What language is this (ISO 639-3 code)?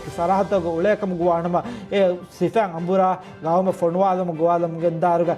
div